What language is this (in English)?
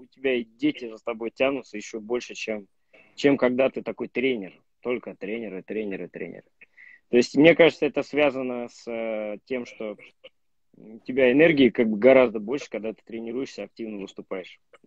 Russian